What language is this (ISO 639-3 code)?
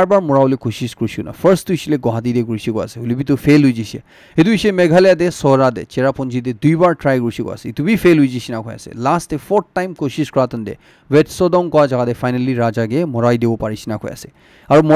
nag